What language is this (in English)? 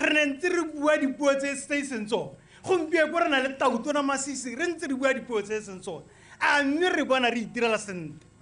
Tswana